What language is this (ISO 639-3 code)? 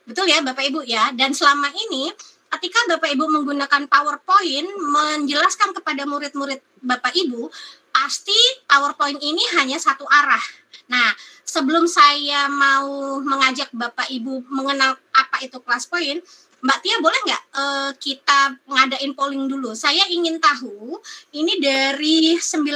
ind